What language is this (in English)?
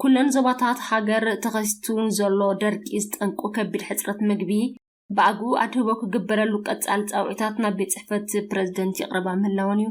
Tigrinya